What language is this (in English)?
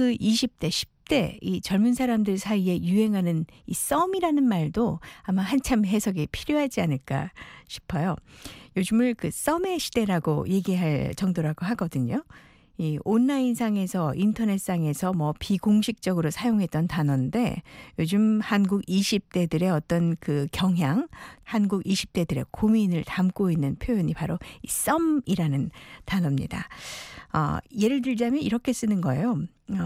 Korean